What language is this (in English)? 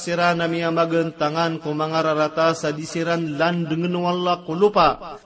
Maranao